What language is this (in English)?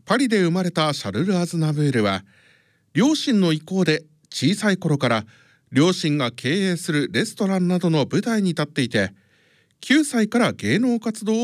Japanese